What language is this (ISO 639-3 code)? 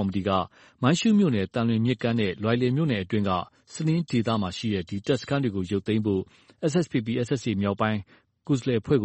mya